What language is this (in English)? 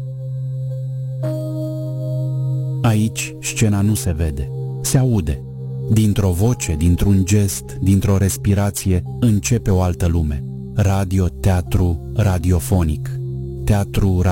Romanian